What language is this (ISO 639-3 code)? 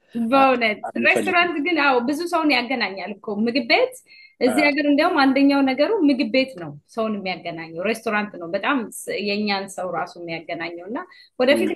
amh